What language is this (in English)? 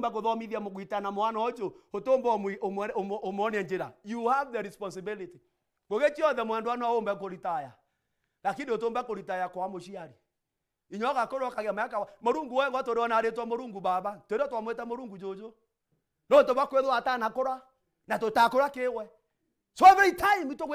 Meru